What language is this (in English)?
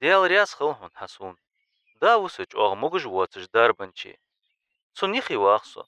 Ingush